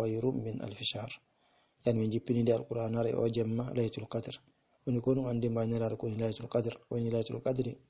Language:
Fula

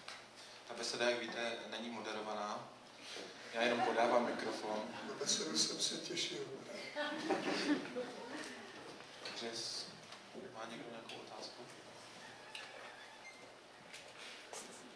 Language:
Czech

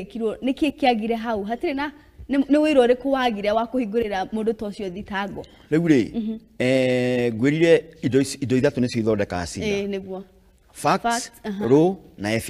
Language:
Kikuyu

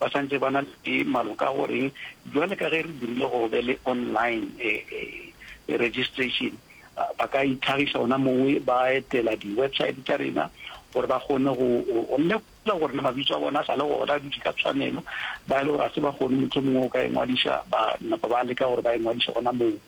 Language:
Northern Sotho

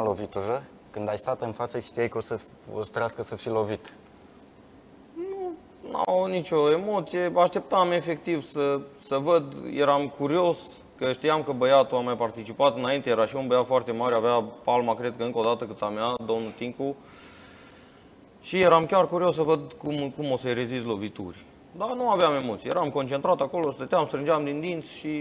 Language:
Romanian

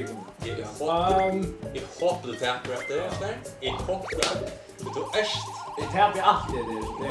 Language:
Faroese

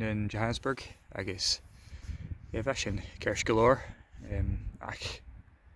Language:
Scottish Gaelic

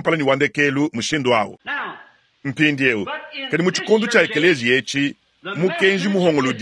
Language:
Luba-Lulua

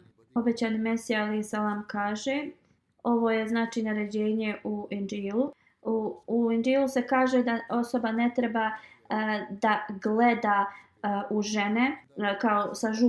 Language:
Bosnian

